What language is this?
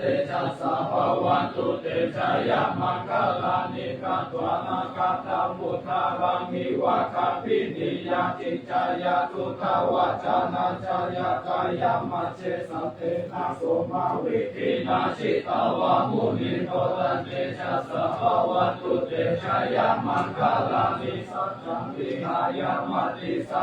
Pali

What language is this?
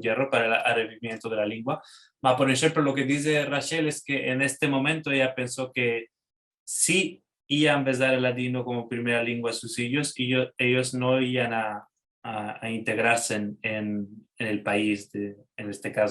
Ladino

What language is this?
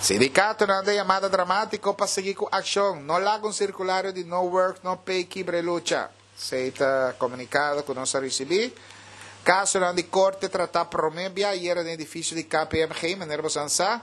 Papiamento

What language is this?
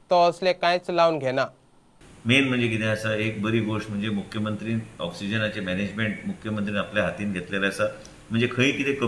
Konkani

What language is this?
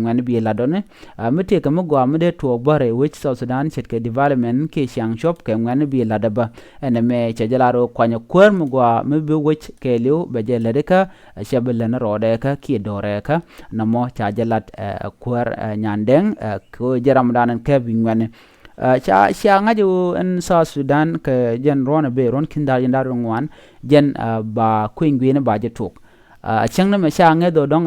Nuer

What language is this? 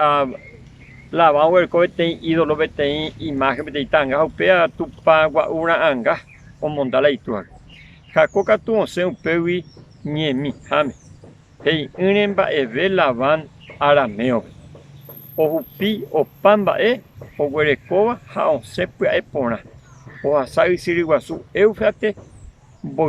Guarani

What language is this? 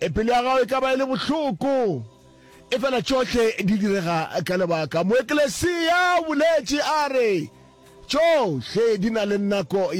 Northern Sotho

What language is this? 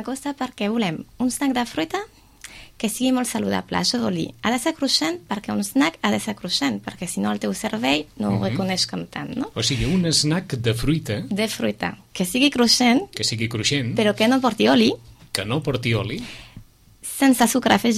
Catalan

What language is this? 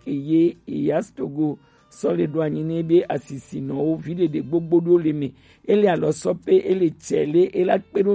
Gen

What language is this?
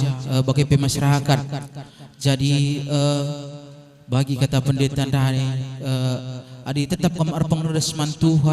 Batak Karo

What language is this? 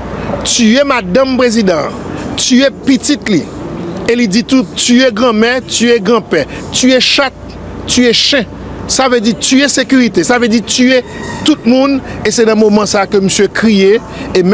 Haitian Creole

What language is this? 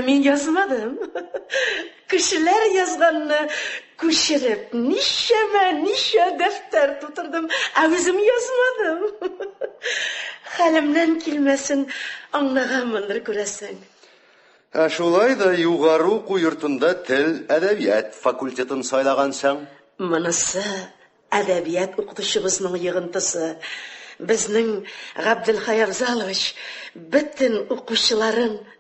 Tatar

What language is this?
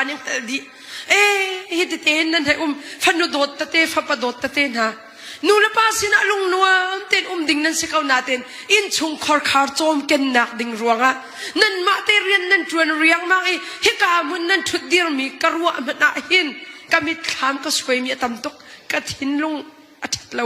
Hakha Chin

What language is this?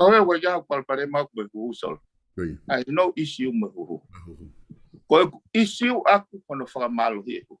Tongan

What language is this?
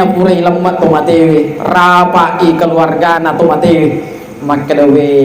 Buginese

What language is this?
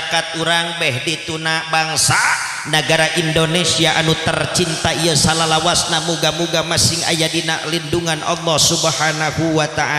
Sundanese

